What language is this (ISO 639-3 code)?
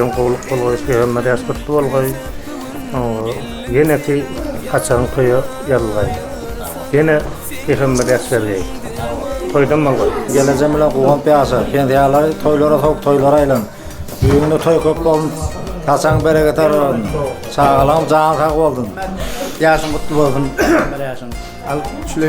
tuk